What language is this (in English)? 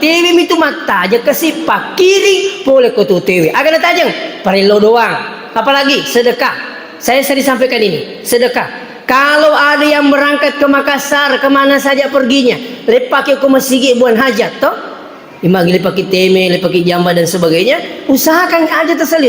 Buginese